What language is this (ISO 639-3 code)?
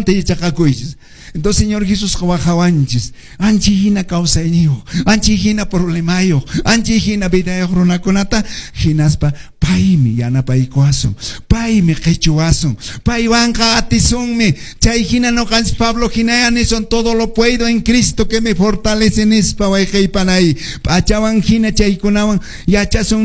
que